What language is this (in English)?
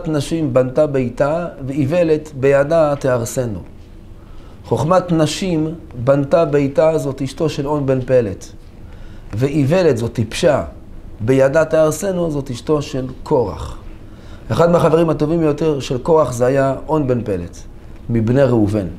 Hebrew